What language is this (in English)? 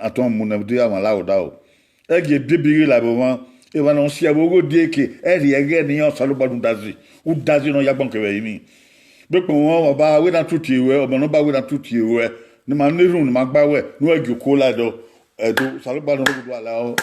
Bini